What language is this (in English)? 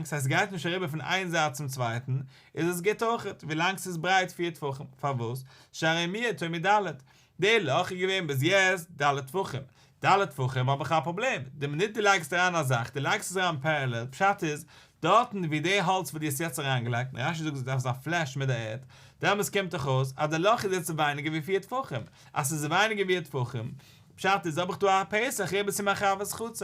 Yiddish